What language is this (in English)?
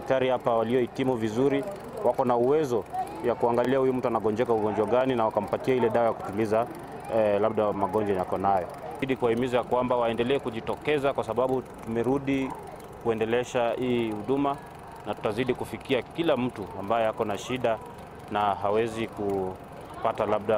Swahili